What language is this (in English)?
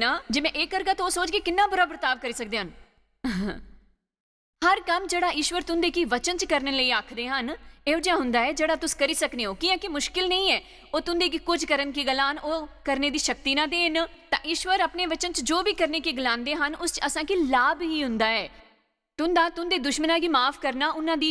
Dogri